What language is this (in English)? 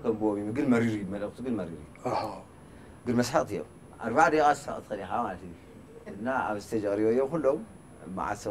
Tigrinya